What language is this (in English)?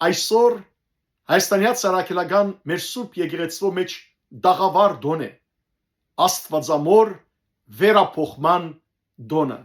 Western Armenian